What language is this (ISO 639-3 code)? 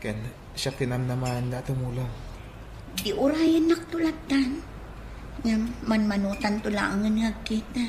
ilo